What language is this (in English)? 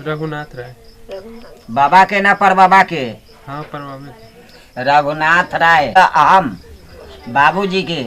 Maithili